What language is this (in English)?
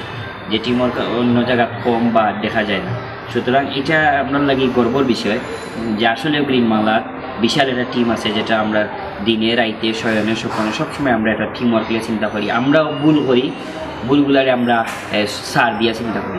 Sylheti